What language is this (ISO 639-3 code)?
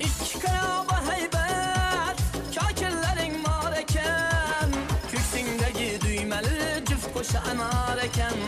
kaa